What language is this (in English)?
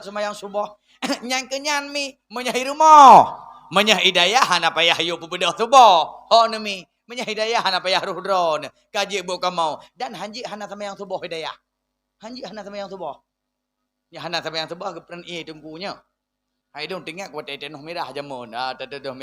Achinese